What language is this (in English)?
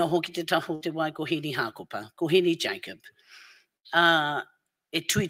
Māori